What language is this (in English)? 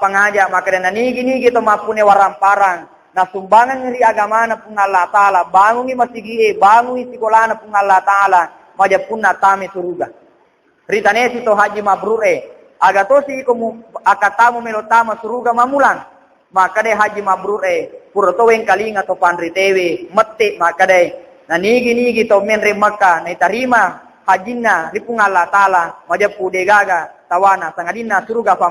Buginese